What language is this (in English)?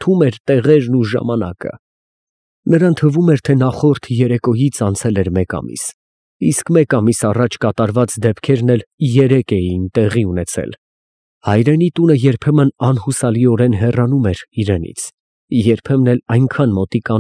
Armenian